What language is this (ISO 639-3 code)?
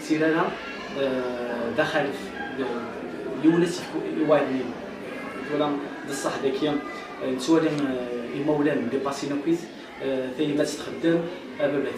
kab